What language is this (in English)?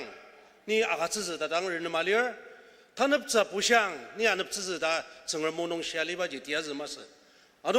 Ao Naga